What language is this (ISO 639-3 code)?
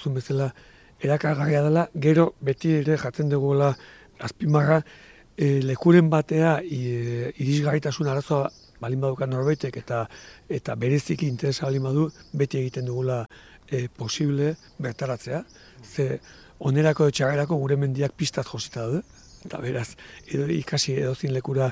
eus